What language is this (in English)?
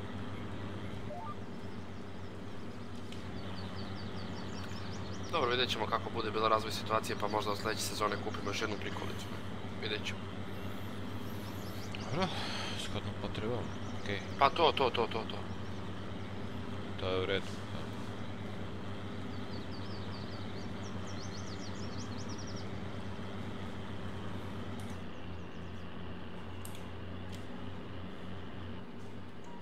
Croatian